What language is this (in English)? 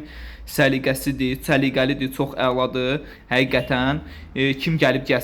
Azerbaijani